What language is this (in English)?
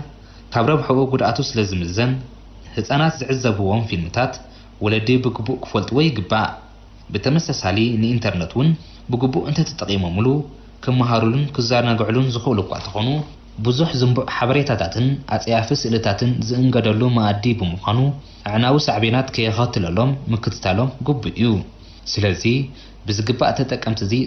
Tigrinya